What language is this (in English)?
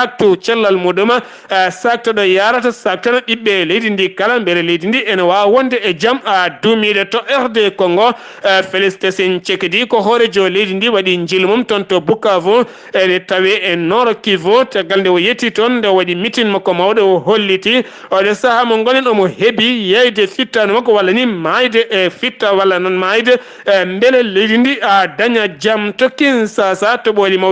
Fula